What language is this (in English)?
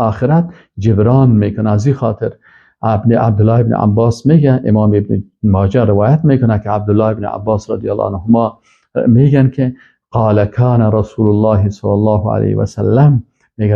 Persian